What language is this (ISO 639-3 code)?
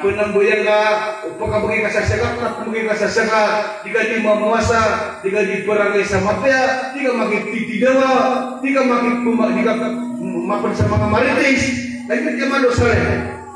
mrw